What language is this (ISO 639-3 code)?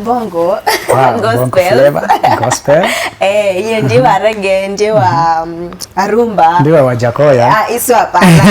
kam